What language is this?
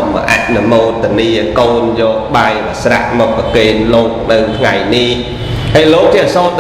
Khmer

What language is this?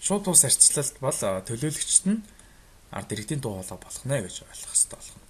Mongolian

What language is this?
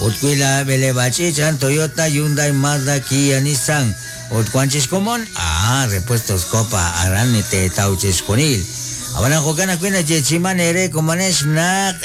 Kekchí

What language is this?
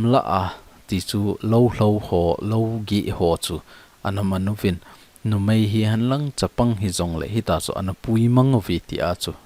Thado Chin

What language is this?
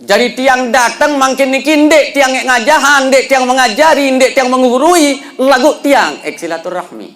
Sasak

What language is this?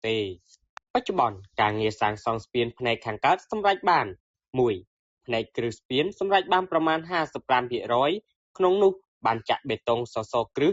Khmer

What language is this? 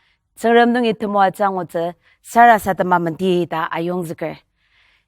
Ao Naga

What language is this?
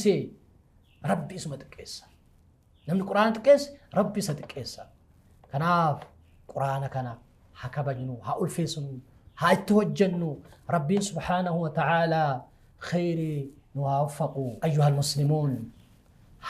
Oromo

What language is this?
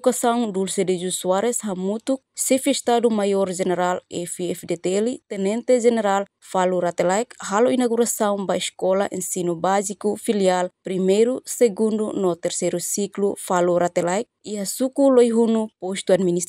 Tetum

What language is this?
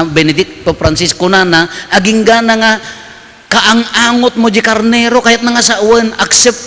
Iloko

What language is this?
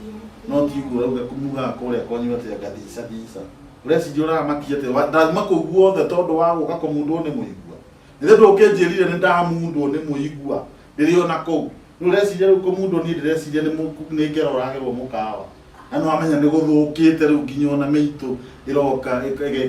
Kikuyu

